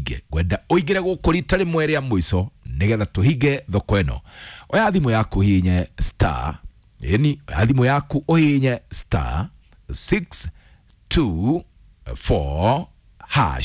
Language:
Kikuyu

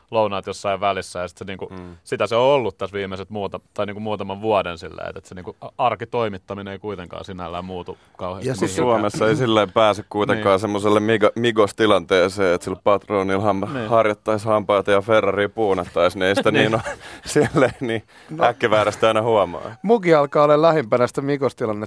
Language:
Finnish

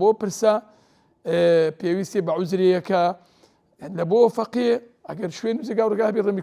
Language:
Central Kurdish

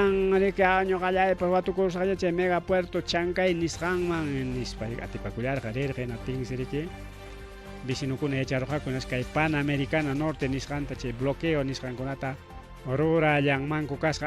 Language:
Ayacucho Quechua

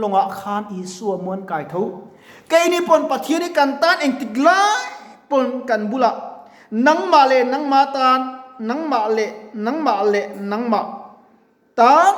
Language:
Mizo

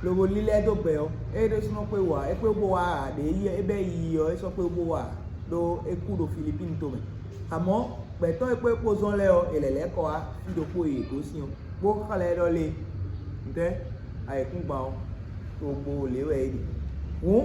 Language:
Fon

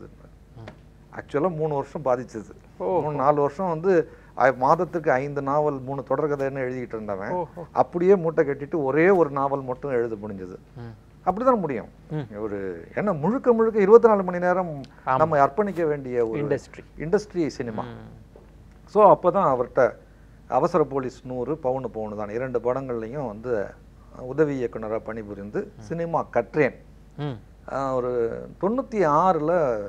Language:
Tamil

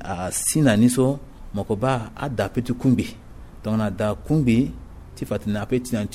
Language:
Sango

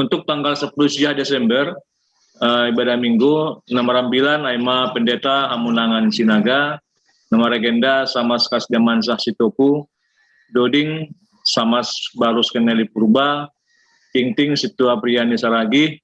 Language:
Batak Simalungun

